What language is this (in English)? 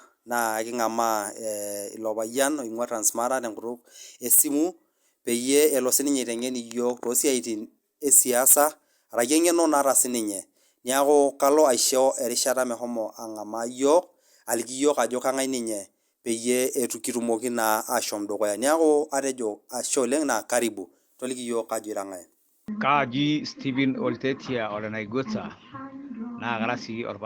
Masai